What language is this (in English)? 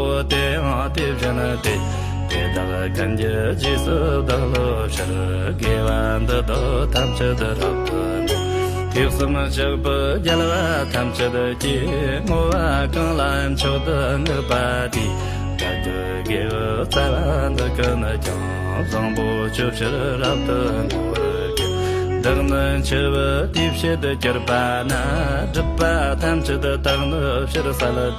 Tibetan